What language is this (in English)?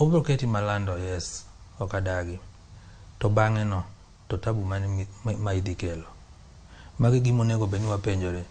Luo (Kenya and Tanzania)